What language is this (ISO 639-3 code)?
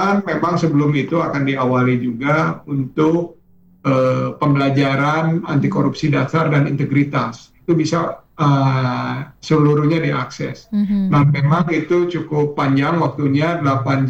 ind